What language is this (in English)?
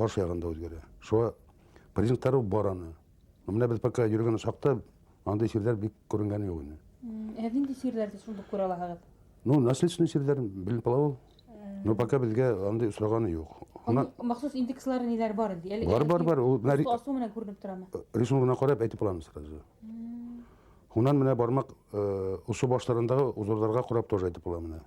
Bashkir